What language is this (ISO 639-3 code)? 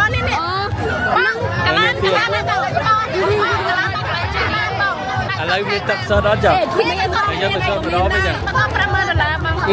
vie